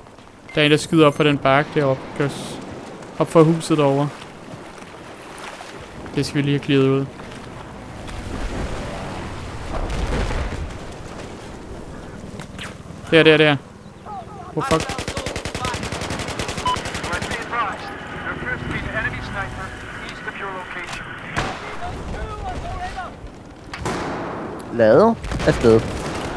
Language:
Danish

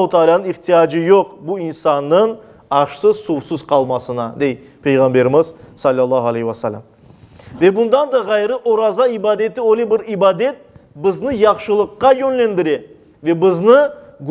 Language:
Crimean Tatar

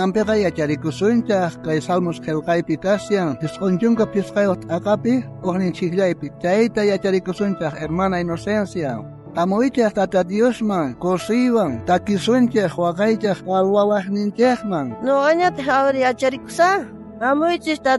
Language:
South Bolivian Quechua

